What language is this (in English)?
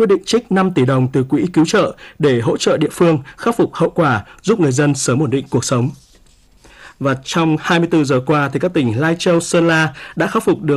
Vietnamese